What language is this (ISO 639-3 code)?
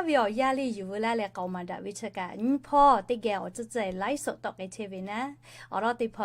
lhu